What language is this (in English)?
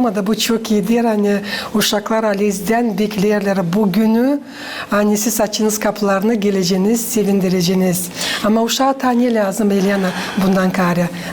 Gagauz